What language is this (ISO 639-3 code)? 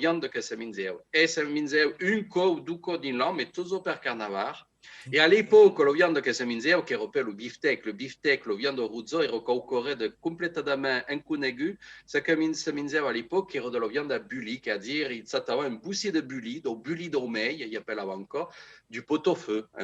oci